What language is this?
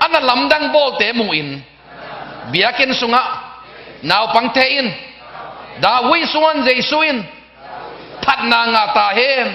Tedim Chin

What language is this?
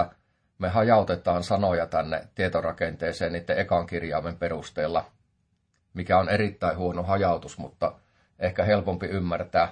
Finnish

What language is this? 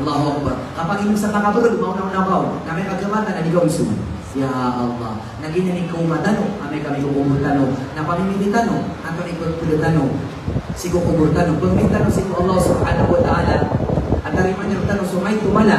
Maranao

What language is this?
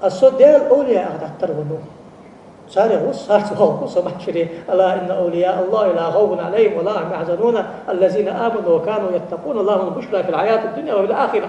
Ingush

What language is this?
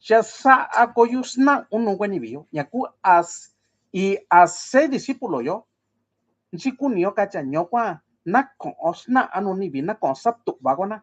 Mixtepec Mixtec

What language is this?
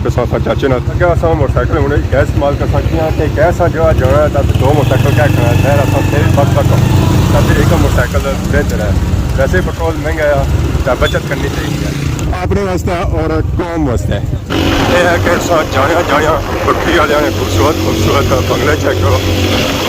Pahari-Potwari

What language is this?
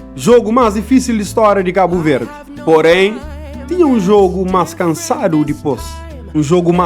Kabuverdianu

